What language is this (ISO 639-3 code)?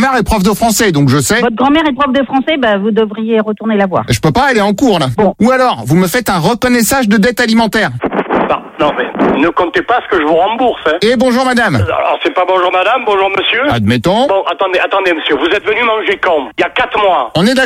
fra